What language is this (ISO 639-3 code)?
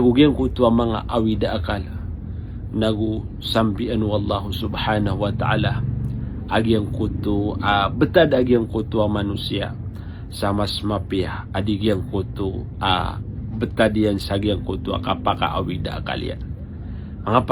mrw